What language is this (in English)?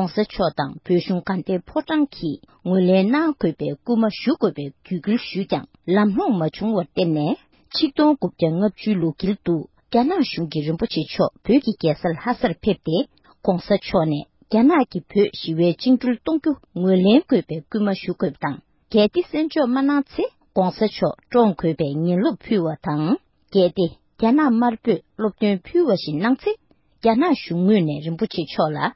Tibetan